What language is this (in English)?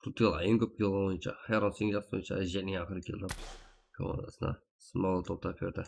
Kara-Kalpak